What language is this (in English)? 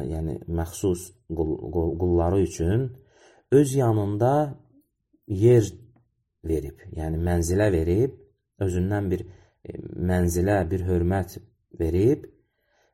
Azerbaijani